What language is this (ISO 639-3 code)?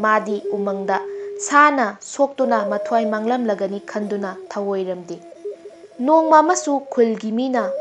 mni